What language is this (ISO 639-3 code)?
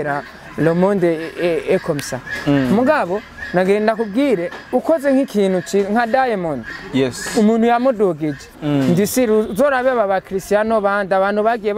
run